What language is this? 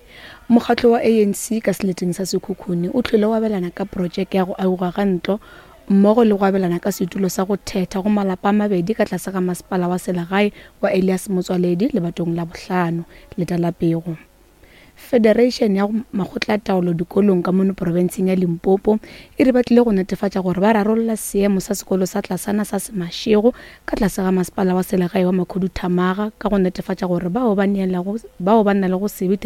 Northern Sotho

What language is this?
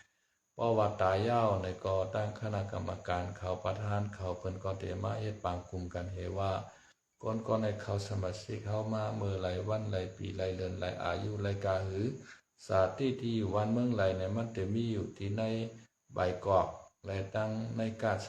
Shan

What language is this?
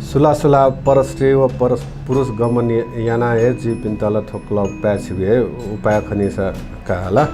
Newari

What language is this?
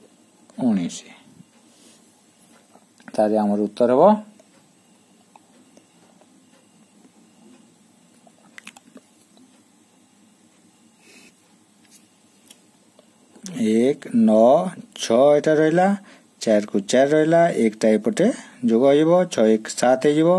Odia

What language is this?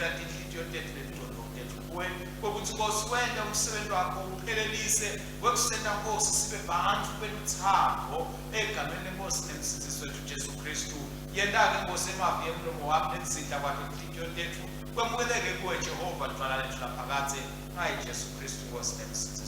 Swati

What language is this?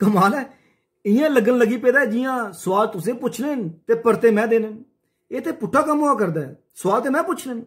Dogri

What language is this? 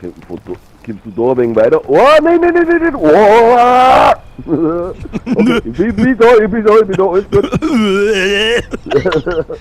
Bavarian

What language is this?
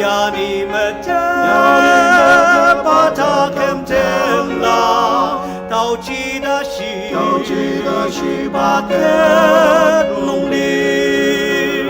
Ao Naga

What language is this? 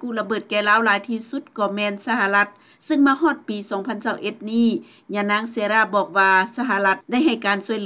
Lao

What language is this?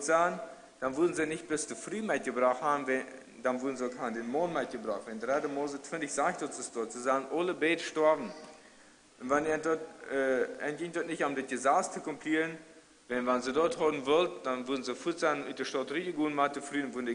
Plautdietsch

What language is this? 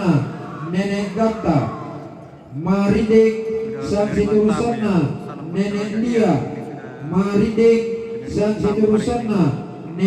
Toraja-Sa'dan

